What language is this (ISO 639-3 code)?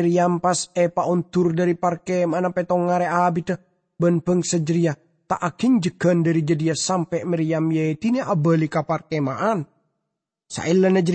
mad